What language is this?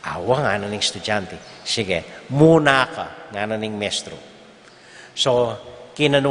Pampanga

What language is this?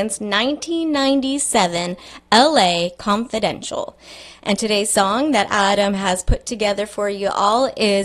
English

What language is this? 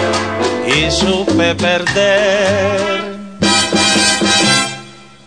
Spanish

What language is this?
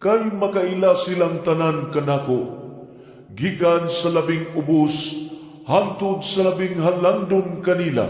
Cebuano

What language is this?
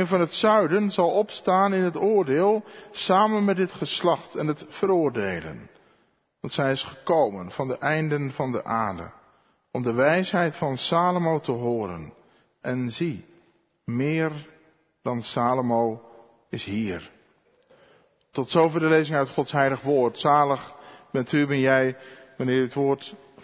Dutch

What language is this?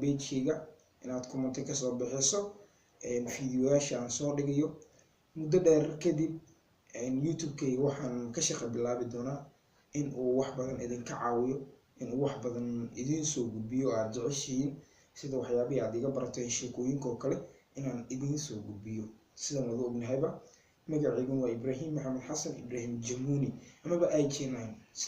Somali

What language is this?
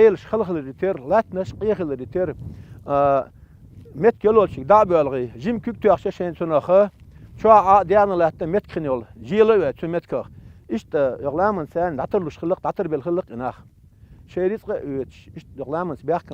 Chechen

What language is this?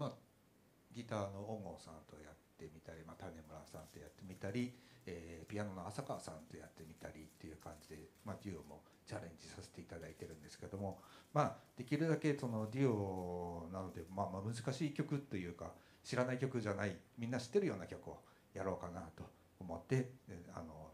Japanese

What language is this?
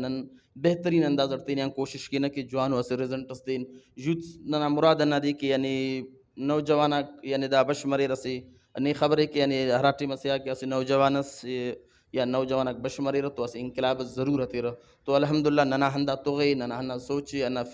Brahui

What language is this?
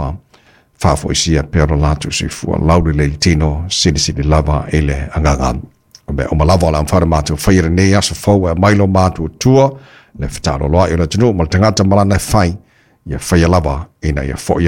Samoan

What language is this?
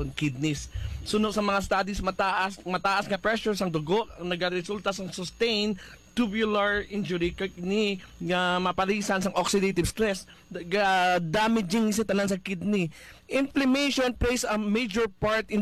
Hiligaynon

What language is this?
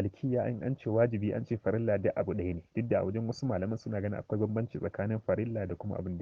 Hausa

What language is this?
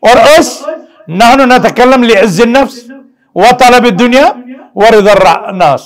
Kashmiri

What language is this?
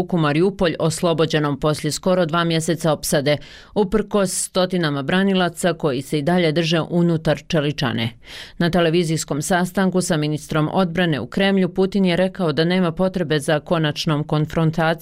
Bosnian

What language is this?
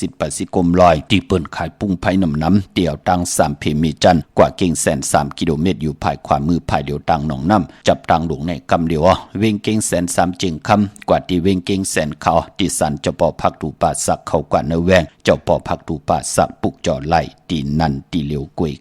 Shan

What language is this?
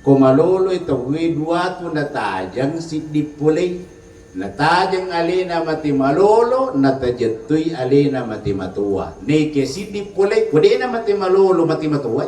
Buginese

